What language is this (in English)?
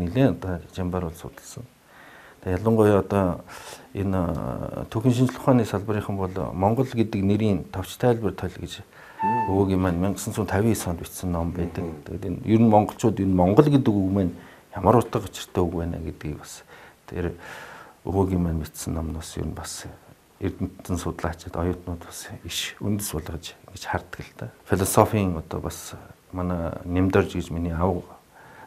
Mongolian